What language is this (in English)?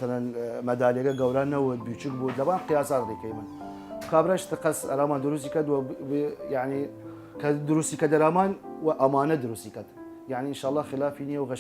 Southern Kurdish